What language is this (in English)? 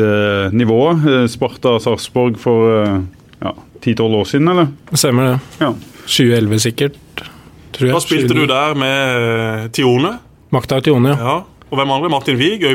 Norwegian